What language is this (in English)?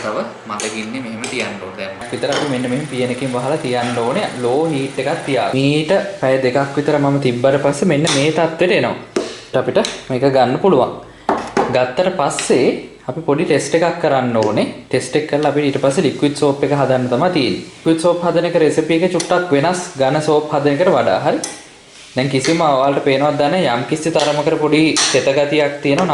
Sinhala